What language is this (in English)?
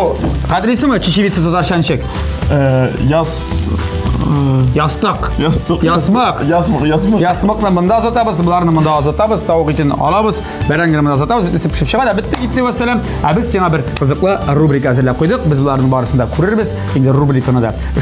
Tatar